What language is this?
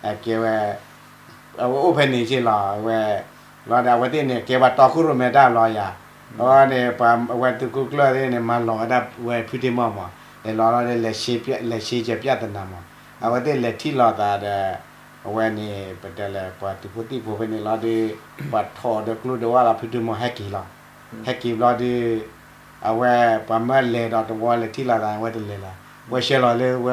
S'gaw Karen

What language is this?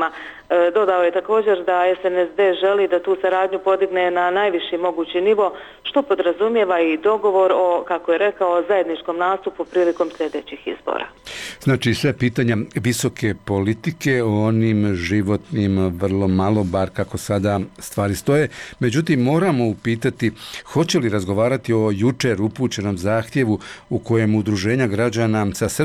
Bosnian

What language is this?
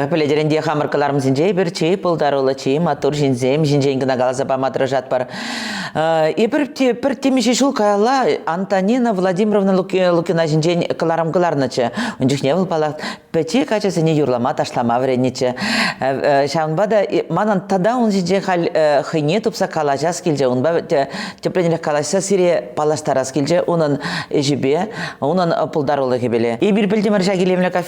Chuvash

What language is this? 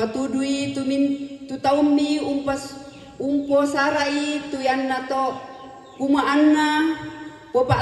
Toraja-Sa'dan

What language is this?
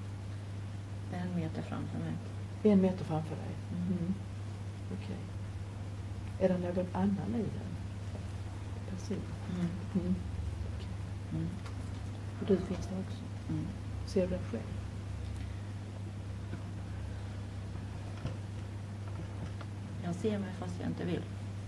Swedish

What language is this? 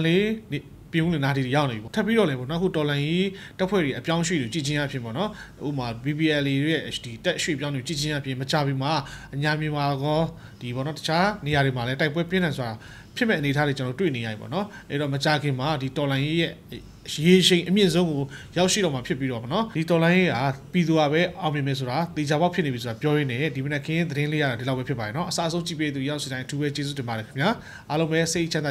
Burmese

